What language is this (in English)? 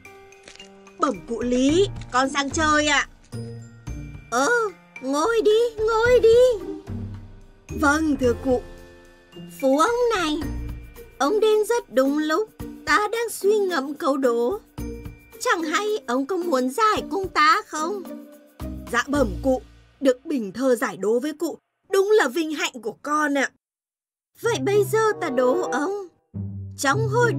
Vietnamese